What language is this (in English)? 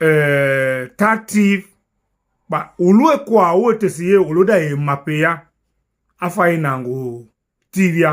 Tiv